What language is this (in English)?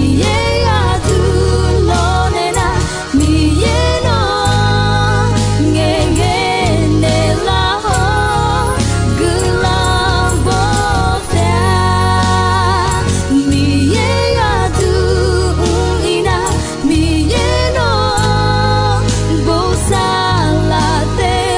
Akha